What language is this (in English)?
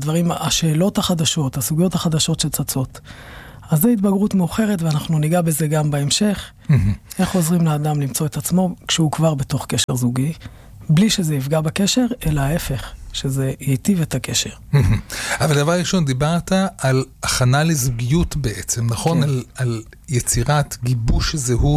Hebrew